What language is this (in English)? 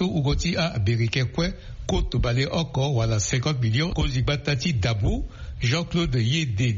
Sango